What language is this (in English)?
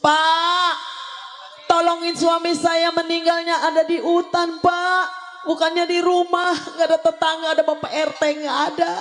Betawi